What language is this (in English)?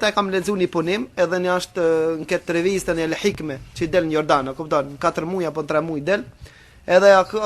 Albanian